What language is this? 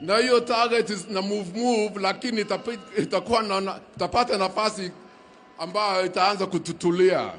Gusii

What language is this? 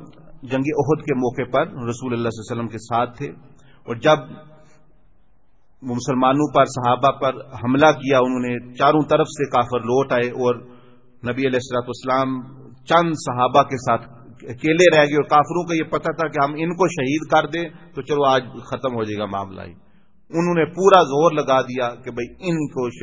Urdu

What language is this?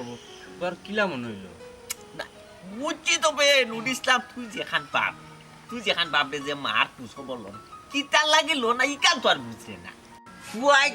Sylheti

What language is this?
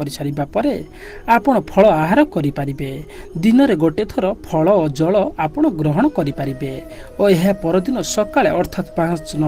Odia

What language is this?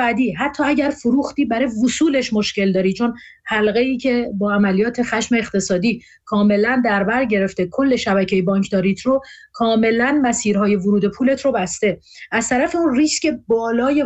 Persian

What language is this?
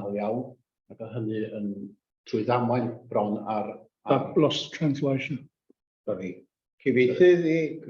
Welsh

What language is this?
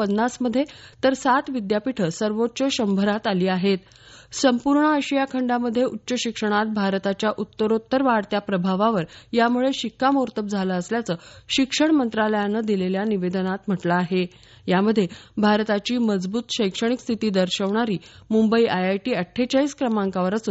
Marathi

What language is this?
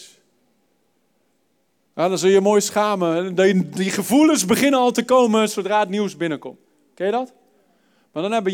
Dutch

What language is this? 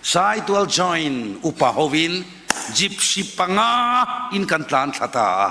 Mizo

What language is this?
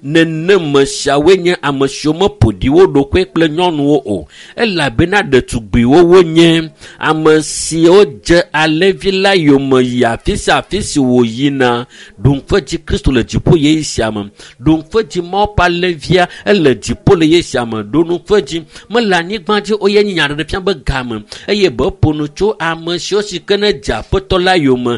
Ewe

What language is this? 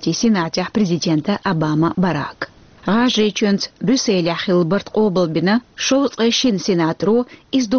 Chechen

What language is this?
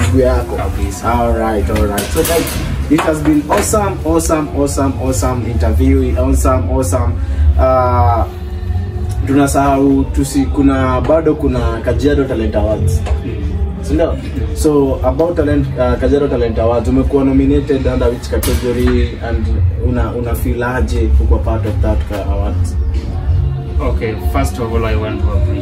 Swahili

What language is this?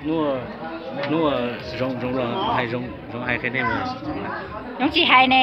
Hmong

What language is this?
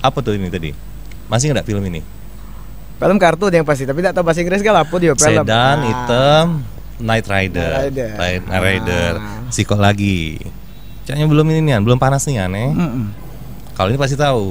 Musi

